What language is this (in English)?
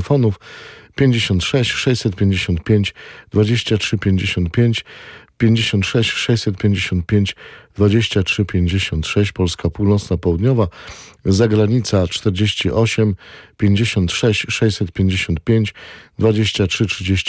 Polish